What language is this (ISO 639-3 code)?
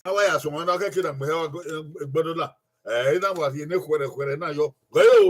bin